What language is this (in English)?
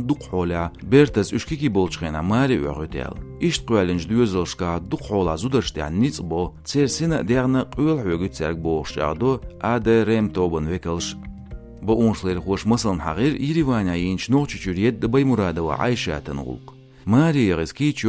Chechen